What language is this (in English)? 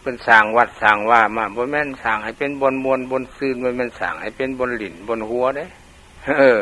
Lao